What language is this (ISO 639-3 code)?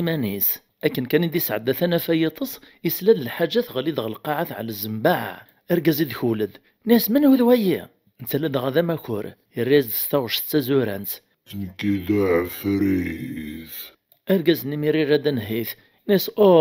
kab